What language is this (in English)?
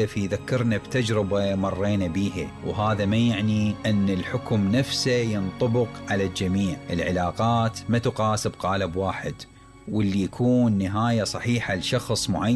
Mesopotamian Arabic